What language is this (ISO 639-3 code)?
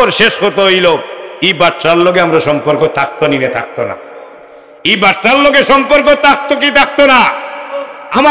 syl